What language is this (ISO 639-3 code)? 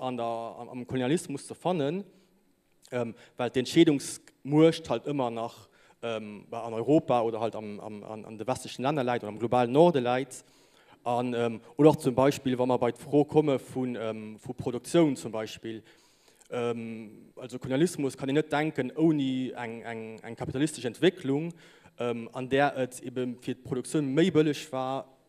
ltz